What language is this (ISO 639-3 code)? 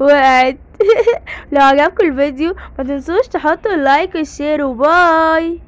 arz